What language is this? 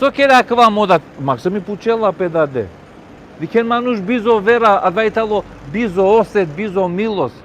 Balkan Romani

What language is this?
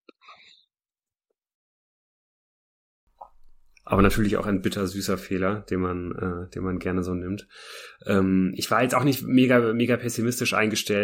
German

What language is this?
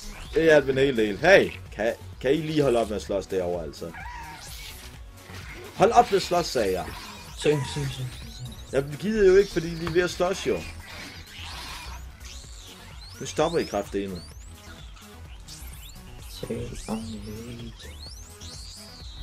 Danish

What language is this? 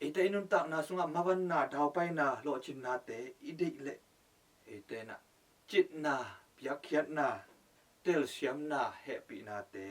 Tedim Chin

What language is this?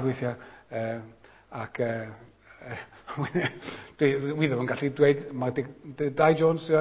Welsh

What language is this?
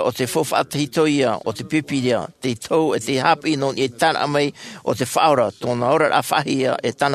Tahitian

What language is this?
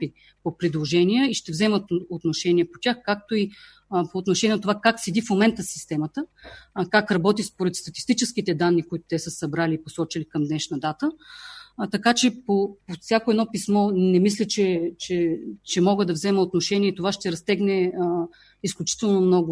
Bulgarian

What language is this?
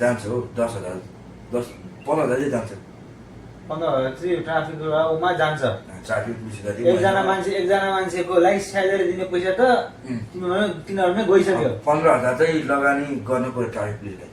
Nepali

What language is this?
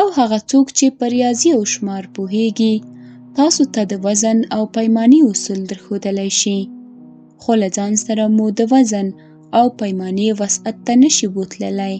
Pashto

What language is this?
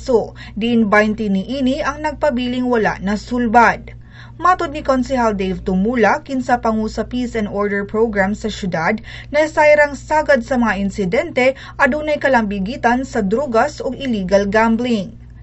Cebuano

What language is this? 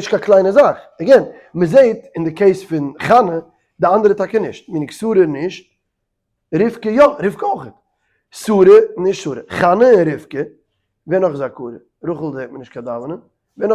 Yiddish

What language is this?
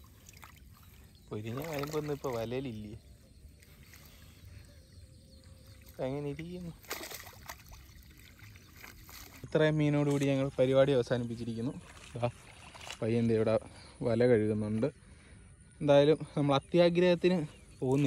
Malayalam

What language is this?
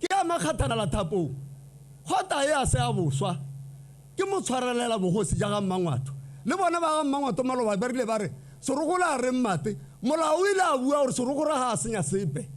Tswana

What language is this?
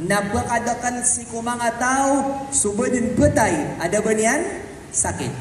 Maranao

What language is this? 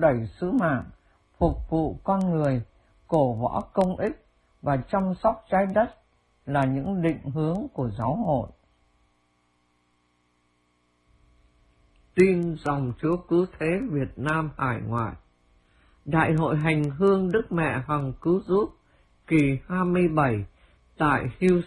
Vietnamese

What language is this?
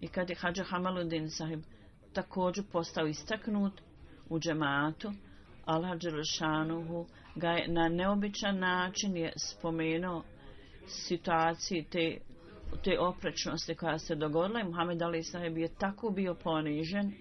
Bosnian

